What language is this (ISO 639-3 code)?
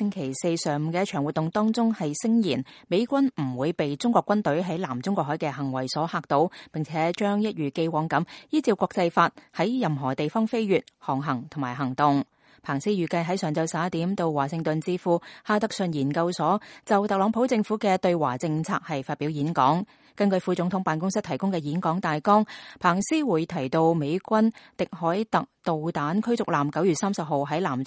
yue